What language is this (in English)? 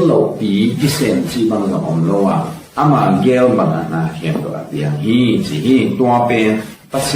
Tedim Chin